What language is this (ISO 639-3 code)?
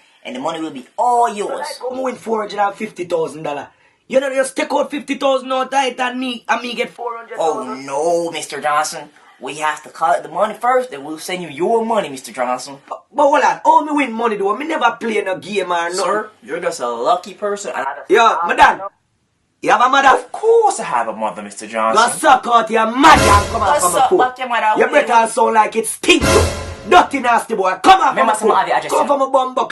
jam